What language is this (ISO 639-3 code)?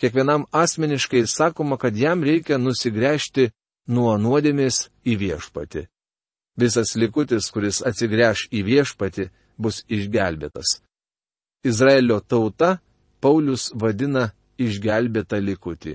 lit